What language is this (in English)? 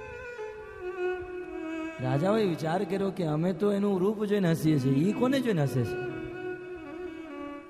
Gujarati